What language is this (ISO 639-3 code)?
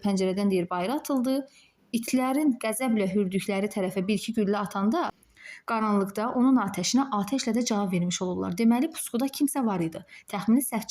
aze